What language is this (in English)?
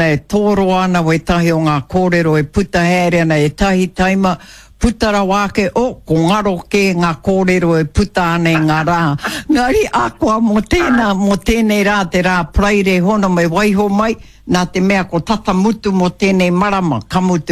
Māori